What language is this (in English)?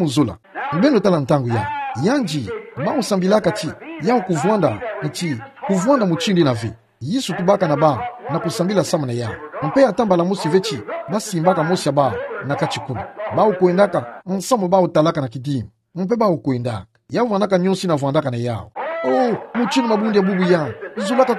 Kituba (Democratic Republic of Congo)